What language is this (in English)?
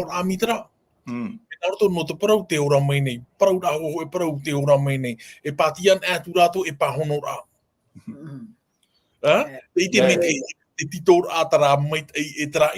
Tahitian